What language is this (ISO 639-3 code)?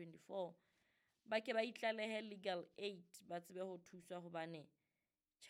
sot